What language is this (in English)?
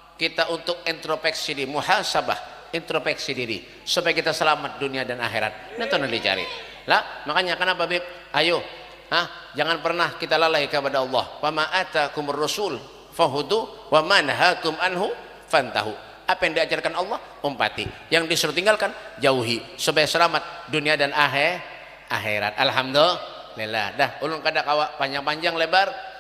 Banjar